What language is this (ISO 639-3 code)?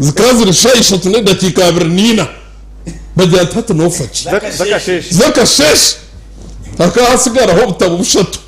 nyn